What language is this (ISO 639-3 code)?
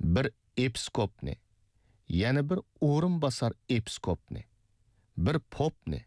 uig